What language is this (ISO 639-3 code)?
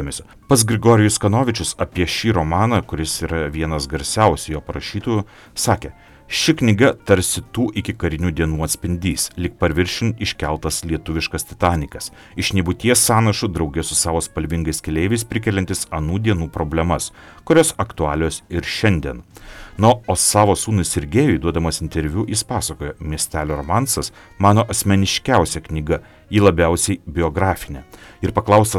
lit